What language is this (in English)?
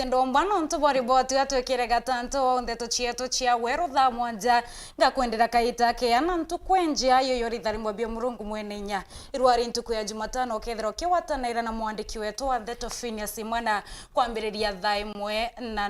Meru